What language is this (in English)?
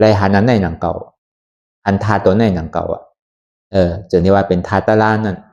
Shan